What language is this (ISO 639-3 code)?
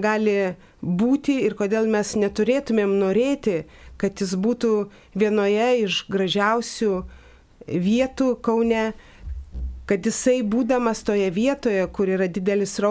lit